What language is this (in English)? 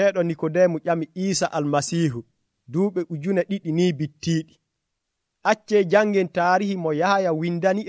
Nigerian Fulfulde